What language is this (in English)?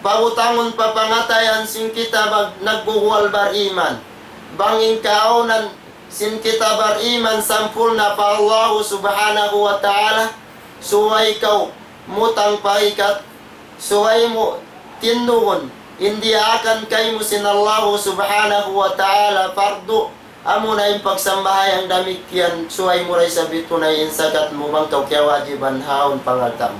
Tausug